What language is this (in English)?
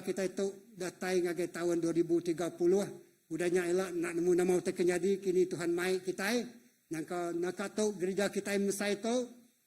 Iban